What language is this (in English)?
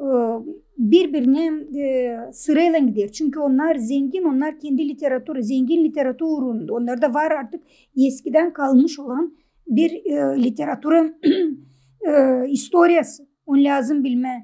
Gagauz